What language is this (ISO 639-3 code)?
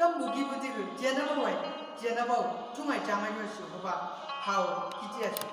nbc